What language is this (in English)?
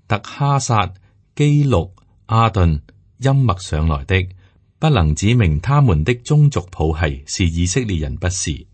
Cantonese